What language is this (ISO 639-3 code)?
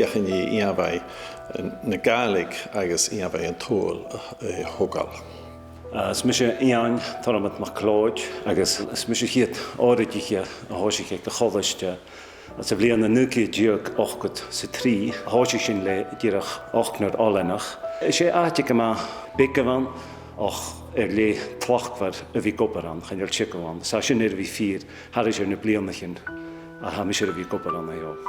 gla